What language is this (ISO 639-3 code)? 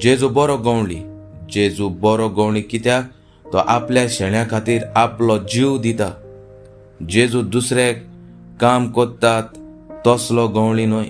kok